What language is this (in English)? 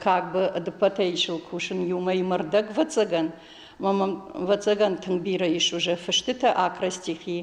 Ossetic